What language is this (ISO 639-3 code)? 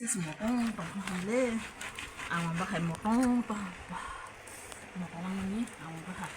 trp